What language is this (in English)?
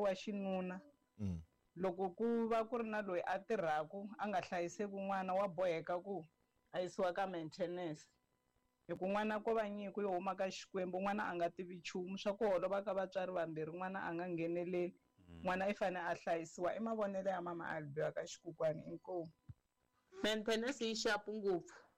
Tsonga